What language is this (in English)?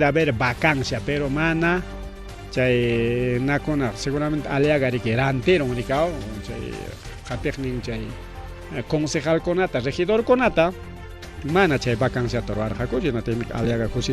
Ayacucho Quechua